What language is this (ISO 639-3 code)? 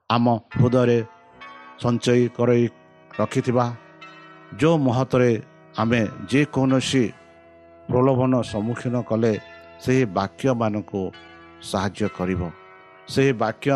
ori